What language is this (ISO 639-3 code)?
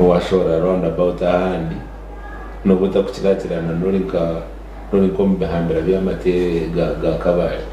nyn